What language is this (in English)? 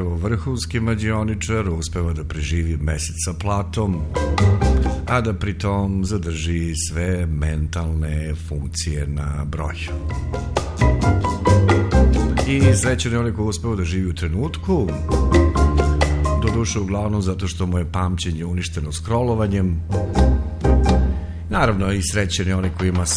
Serbian